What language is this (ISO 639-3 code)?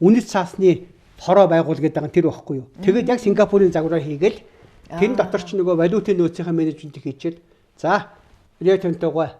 mon